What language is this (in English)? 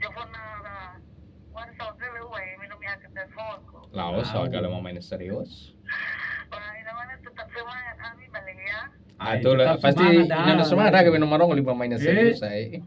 Nias